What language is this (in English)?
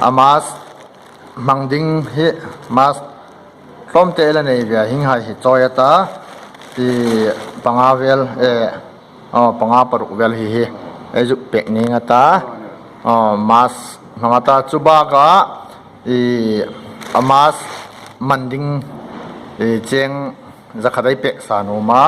Hmar